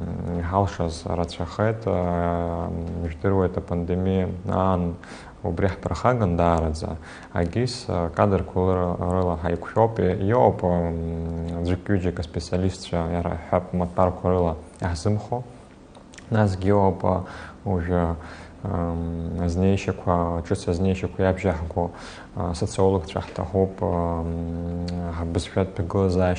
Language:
Abkhazian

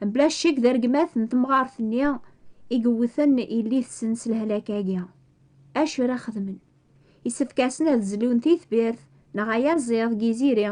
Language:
Kabyle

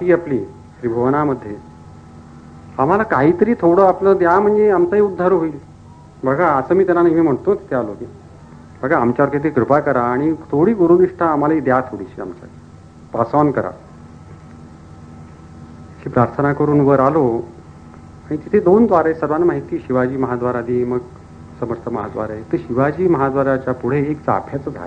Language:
Marathi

